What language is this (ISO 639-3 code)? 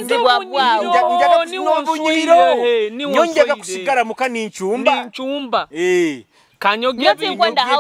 nyo